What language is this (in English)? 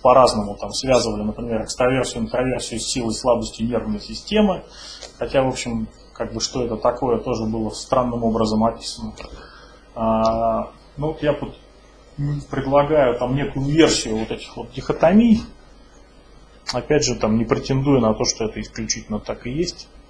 Russian